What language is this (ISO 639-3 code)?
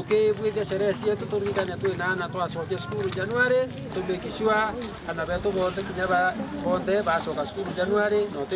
mer